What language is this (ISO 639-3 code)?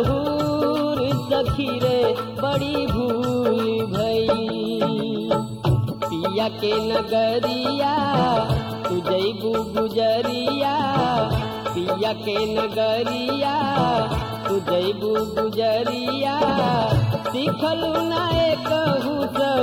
bho